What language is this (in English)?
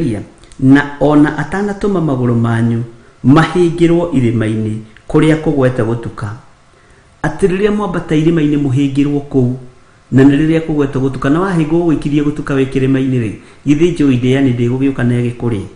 Kikuyu